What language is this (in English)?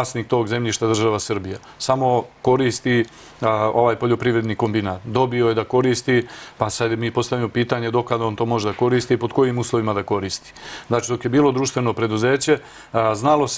Serbian